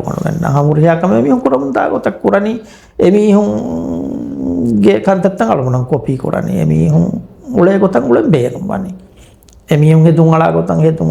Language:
Divehi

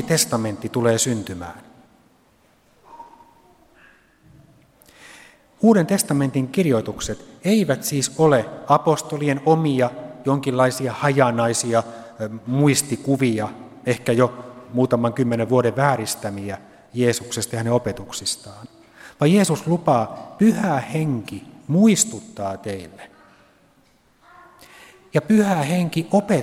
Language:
Finnish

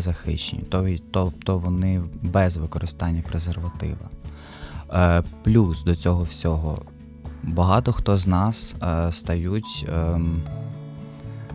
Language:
Ukrainian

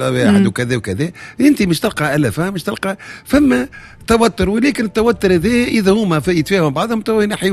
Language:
Tunisian Arabic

